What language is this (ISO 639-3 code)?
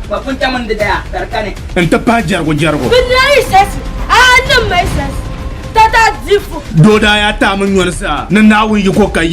dag